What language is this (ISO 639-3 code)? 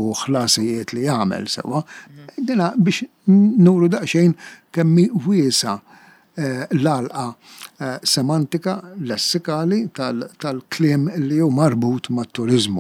mlt